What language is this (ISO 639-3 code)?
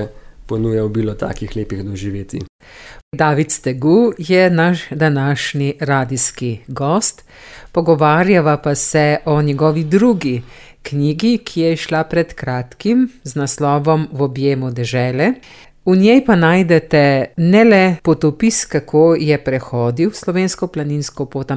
slv